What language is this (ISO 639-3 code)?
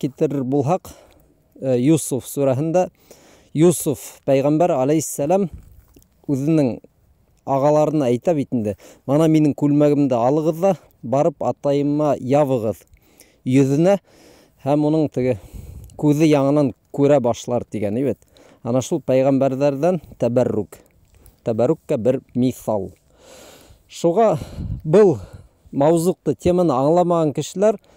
bak